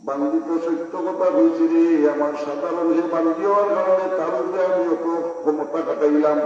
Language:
Sylheti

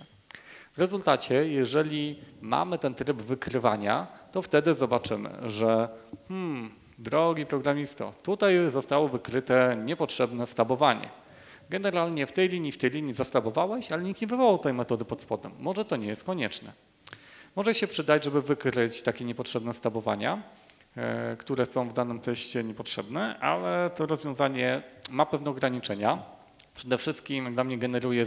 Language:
Polish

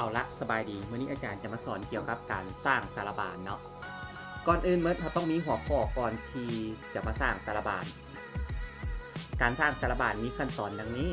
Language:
Lao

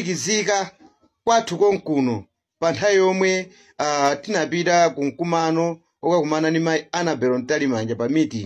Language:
Nyanja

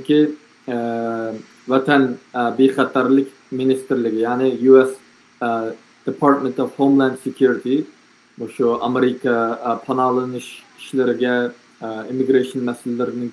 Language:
Uyghur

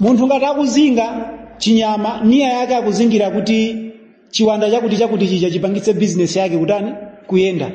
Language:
Nyanja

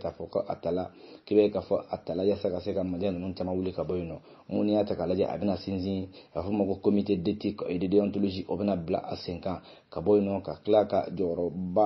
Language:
Bambara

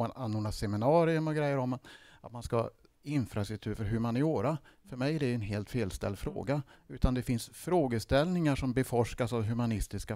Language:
Swedish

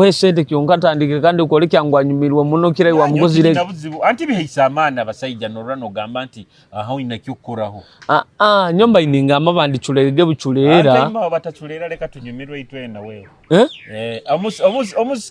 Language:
Nyoro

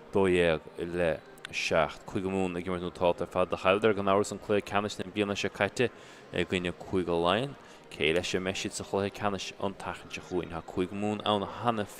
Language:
Irish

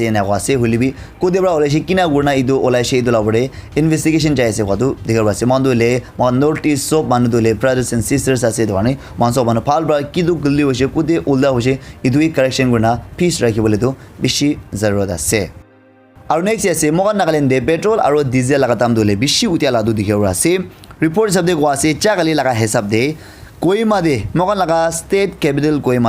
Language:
Naga Pidgin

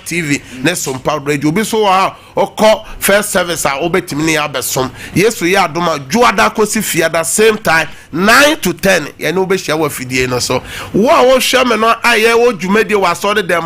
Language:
Akan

